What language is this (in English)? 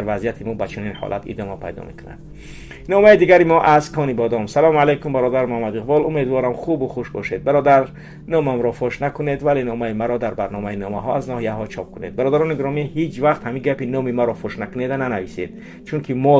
Tajik